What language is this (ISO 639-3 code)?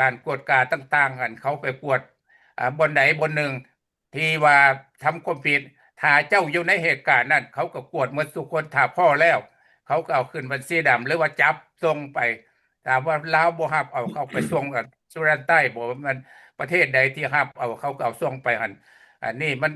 lao